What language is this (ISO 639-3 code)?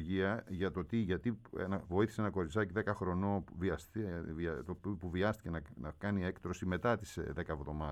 ell